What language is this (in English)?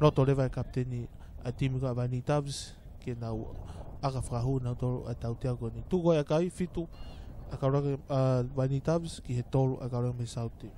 Tongan